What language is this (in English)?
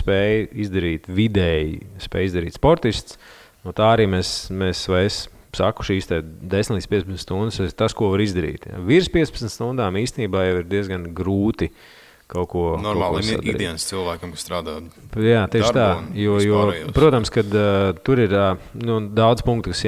Latvian